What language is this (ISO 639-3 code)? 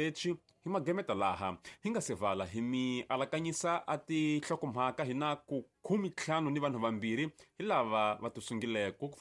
tso